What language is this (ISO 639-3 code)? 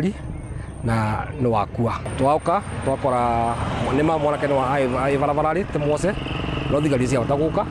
mer